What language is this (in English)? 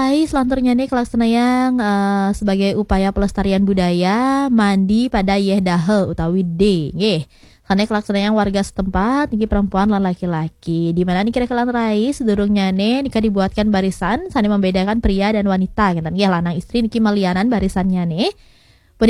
Balinese